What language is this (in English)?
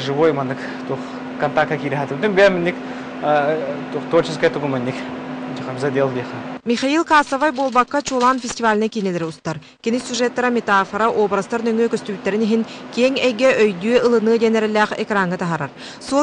Yakut